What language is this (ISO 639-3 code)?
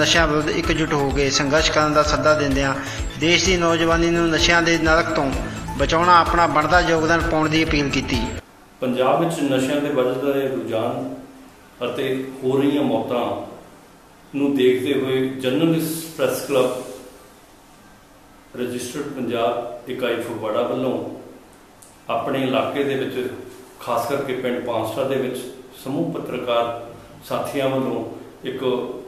pan